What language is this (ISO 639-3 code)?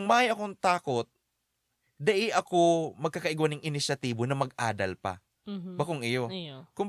bik